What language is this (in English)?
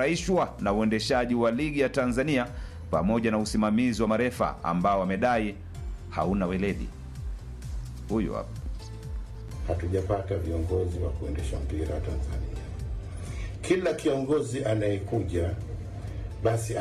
Swahili